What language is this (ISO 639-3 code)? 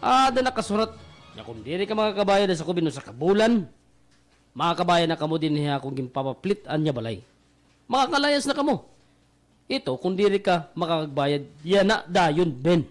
war